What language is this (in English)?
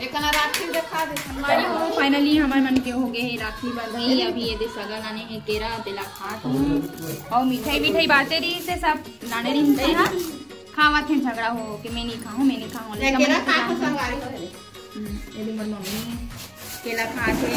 Chhattisgarhi